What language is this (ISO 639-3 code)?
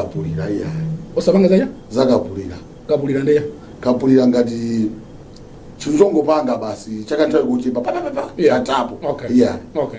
nya